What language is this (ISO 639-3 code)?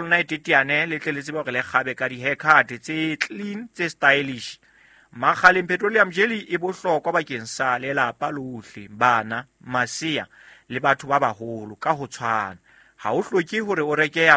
sot